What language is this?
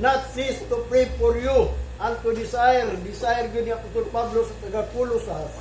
Cebuano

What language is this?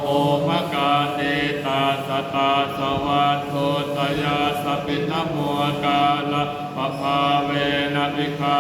Pali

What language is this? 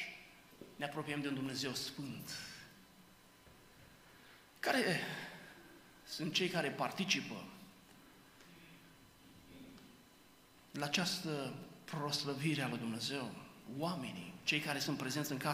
Romanian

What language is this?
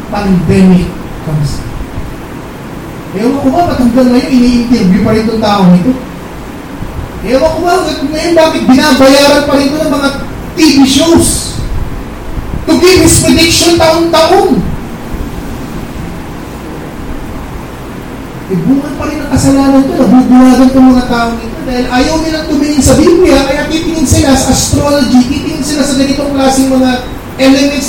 Filipino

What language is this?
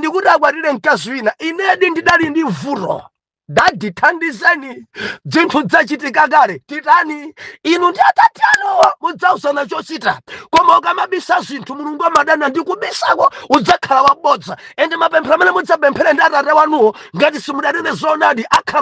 Nyanja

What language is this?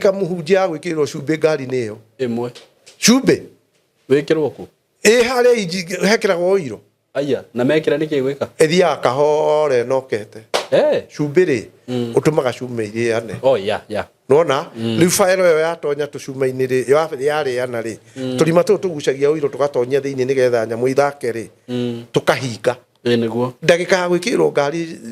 Kikuyu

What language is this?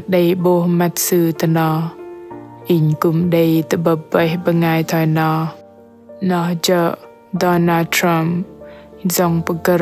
Bahnar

